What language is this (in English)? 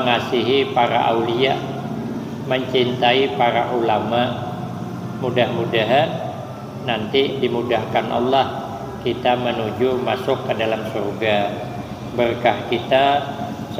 Banjar